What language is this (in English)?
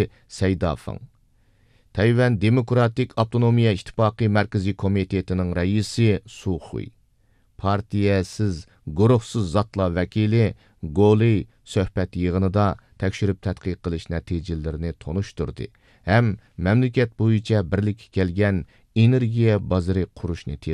Uyghur